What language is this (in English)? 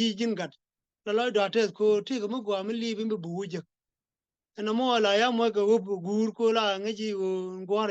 Nuer